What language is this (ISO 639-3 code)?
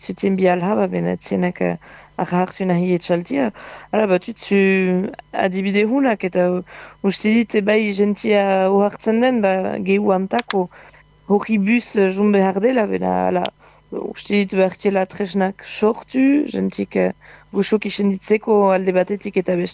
eus